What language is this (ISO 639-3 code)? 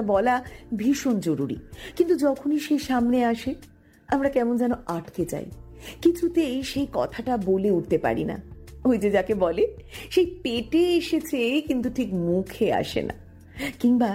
ben